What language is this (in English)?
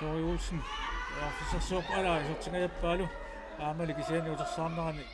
Kalaallisut